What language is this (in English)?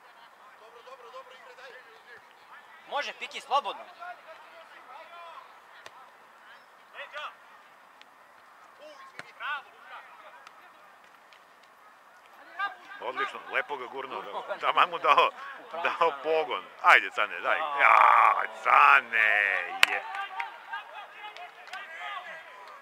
Serbian